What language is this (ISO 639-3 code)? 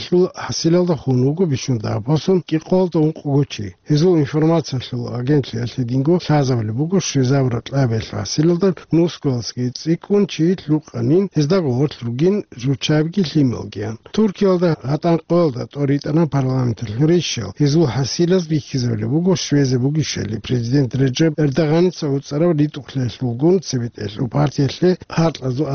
ava